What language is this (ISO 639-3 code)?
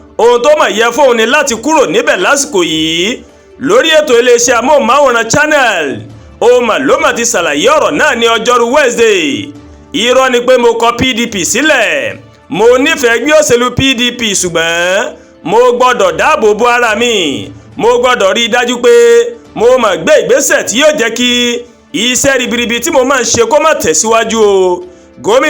yor